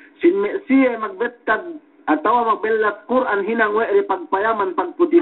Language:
Yakan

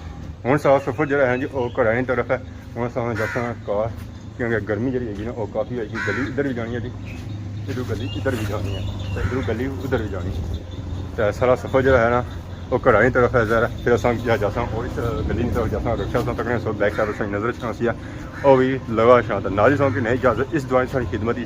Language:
Pahari-Potwari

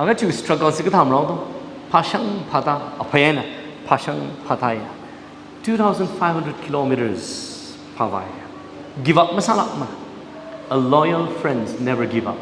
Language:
Tangkhul Naga (India)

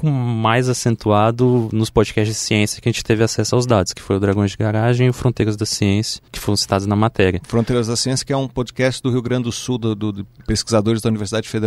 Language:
Portuguese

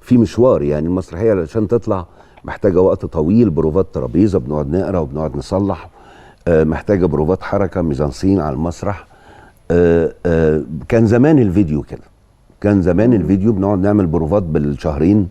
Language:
Egyptian Arabic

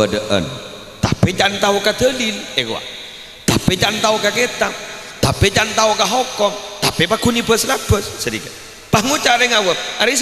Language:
Madurese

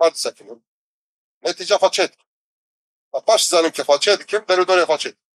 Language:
Kurdish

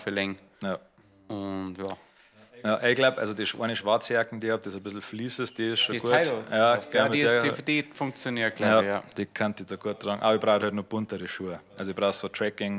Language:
Bavarian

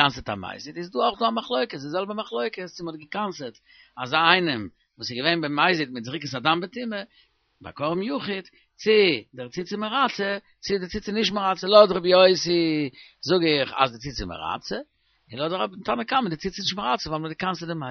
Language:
Yiddish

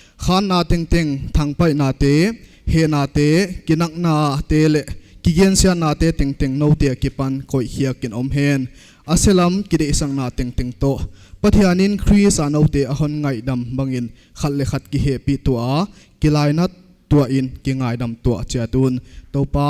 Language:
Paite Chin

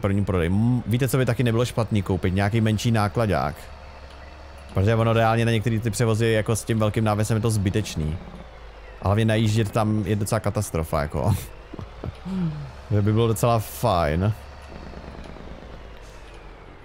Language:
Czech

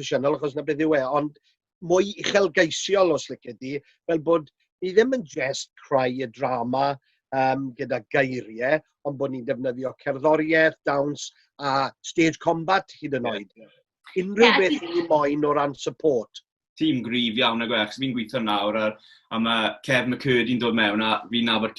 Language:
Welsh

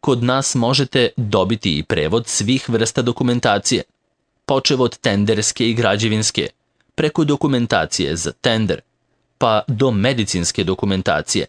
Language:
Serbian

